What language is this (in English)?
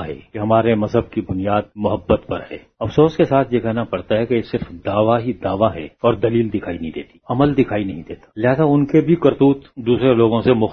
Urdu